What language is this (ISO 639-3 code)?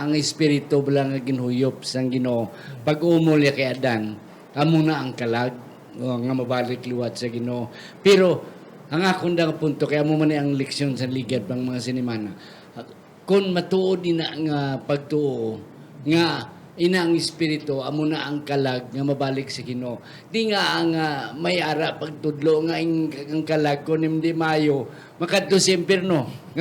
hil